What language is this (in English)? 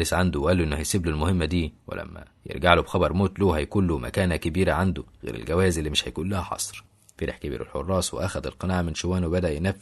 Egyptian Arabic